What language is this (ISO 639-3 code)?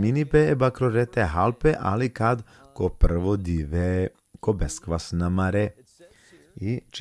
rmn